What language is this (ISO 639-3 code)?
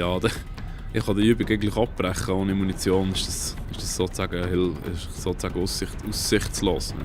gsw